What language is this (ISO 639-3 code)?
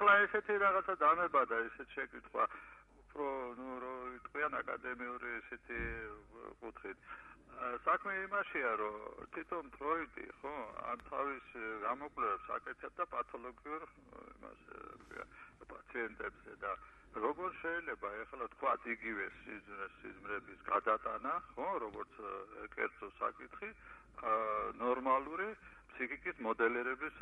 kat